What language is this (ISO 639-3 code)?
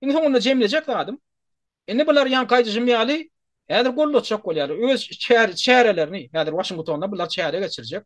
tuk